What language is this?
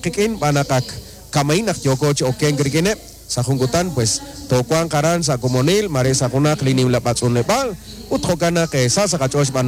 Kekchí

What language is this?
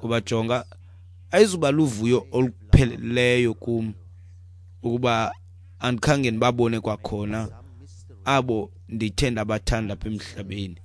Xhosa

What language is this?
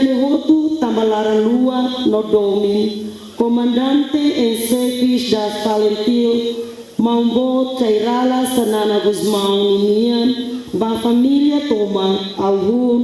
Tetum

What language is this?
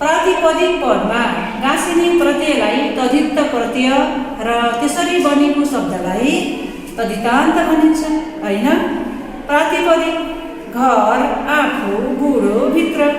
Nepali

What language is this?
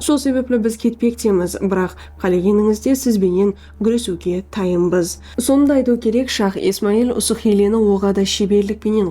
Kara-Kalpak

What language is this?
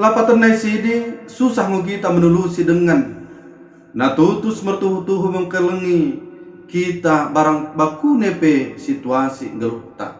Batak Dairi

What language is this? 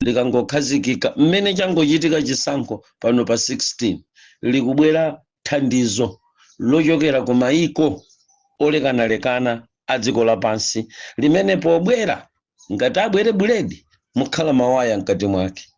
Nyanja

